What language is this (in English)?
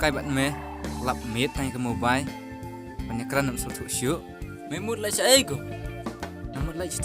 Khasi